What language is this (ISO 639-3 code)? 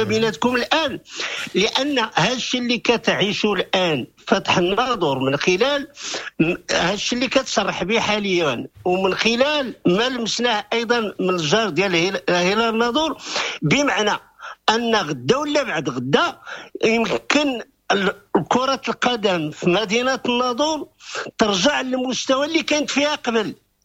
ary